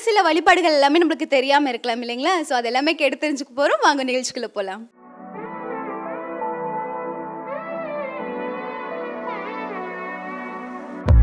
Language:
Tamil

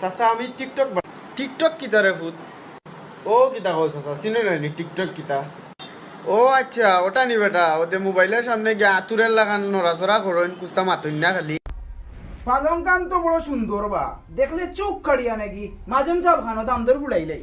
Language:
Sylheti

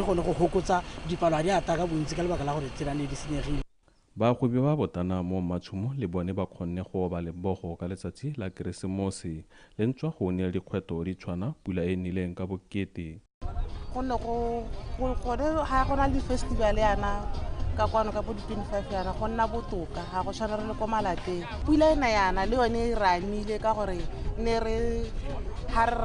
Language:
Tswana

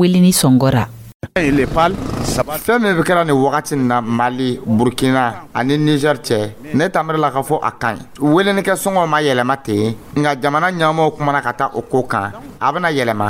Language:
Dyula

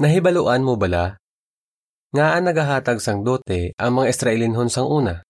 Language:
Hiligaynon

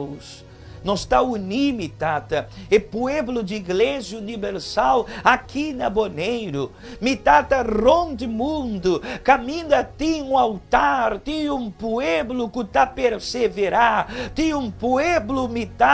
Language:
Papiamento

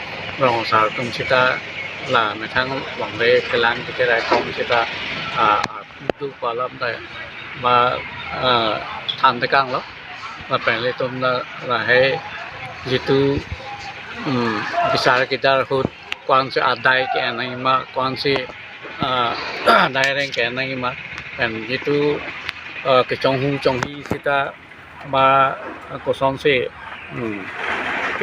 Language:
Karbi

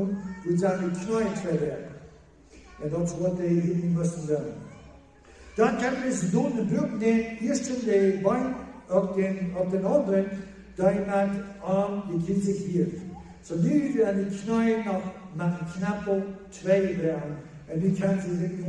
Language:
Plautdietsch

